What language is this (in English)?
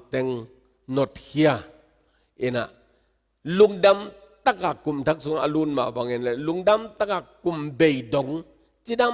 Tedim Chin